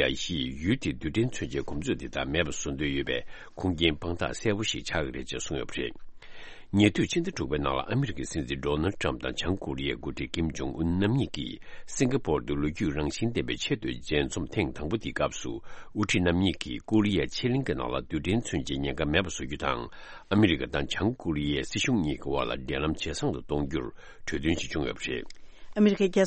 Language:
Tibetan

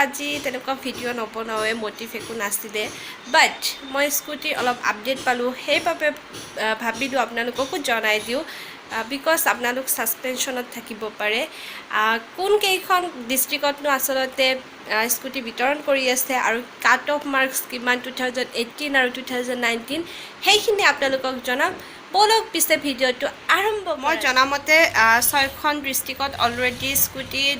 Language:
Assamese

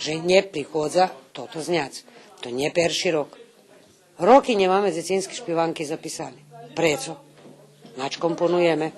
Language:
Rusyn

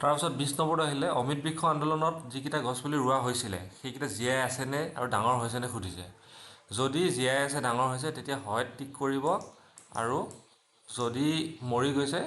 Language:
Assamese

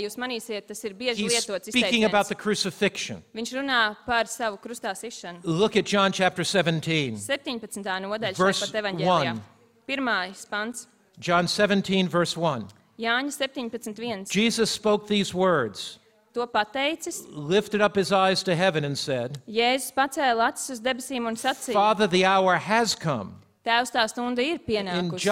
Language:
Latvian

